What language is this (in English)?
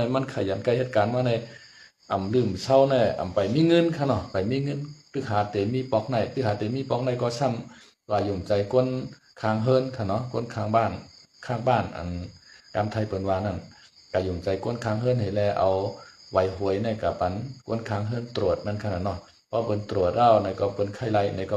Shan